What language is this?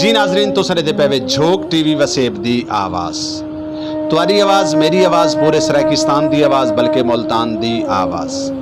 Saraiki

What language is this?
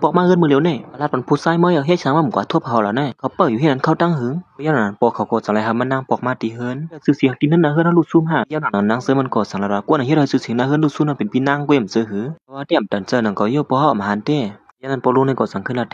Shan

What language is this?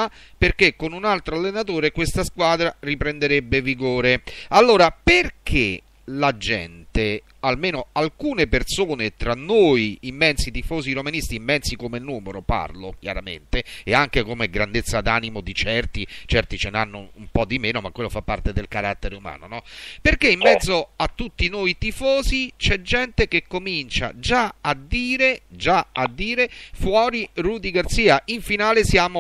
Italian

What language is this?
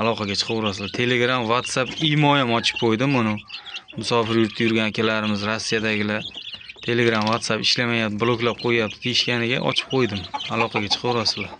Uzbek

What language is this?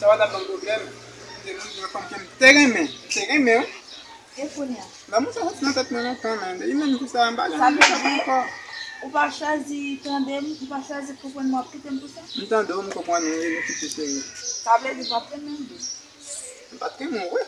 Haitian Creole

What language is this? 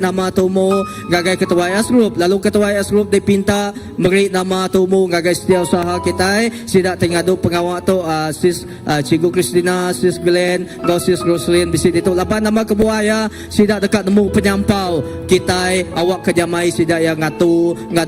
Iban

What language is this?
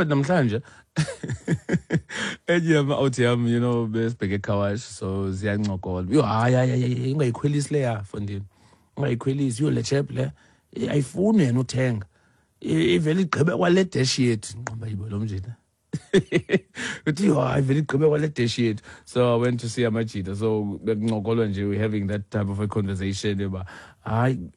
Xhosa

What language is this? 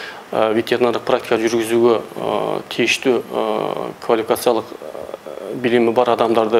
Kyrgyz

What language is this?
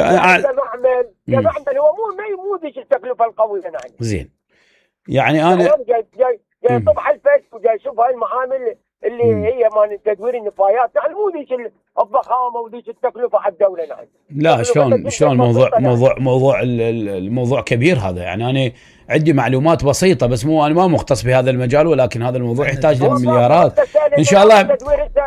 Mesopotamian Arabic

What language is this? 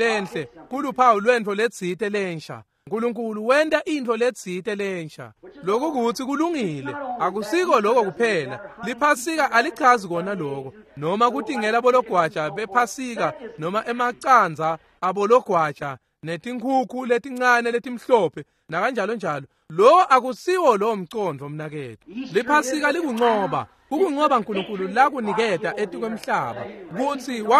Swati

